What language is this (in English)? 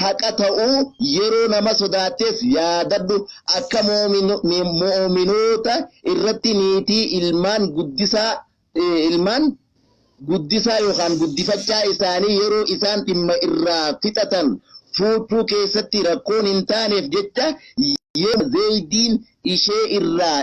Oromo